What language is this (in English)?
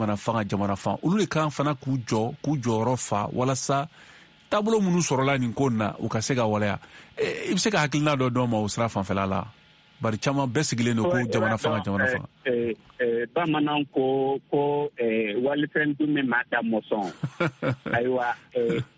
Bambara